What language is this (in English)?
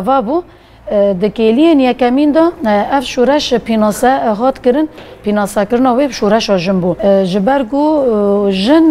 Kurdish